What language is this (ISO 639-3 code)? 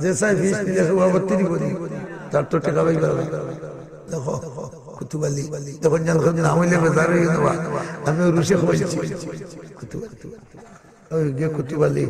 syl